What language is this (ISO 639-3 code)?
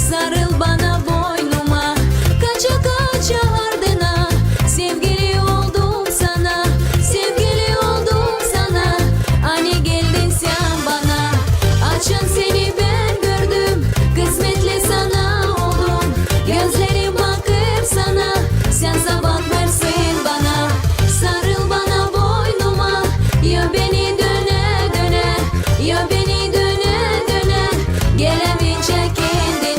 gag